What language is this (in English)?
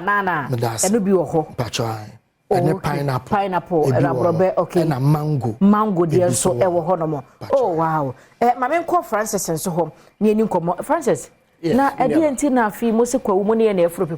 Akan